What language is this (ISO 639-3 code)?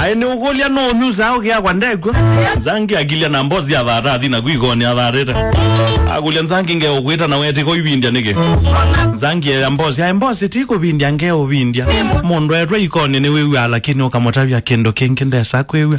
kam